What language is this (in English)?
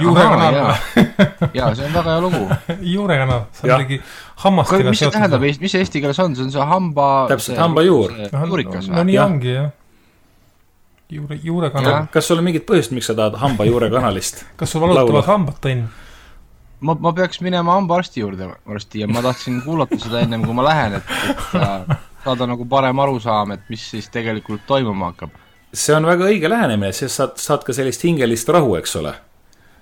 Estonian